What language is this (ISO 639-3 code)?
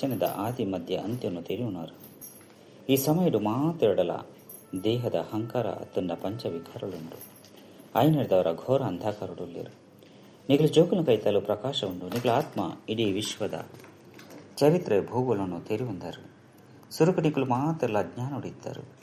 tcy